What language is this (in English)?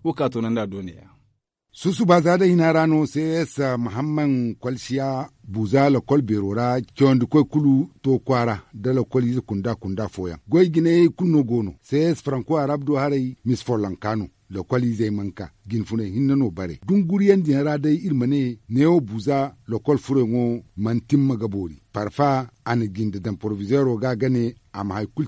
Zarma